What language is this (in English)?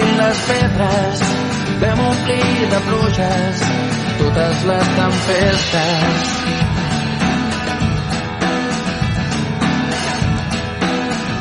Catalan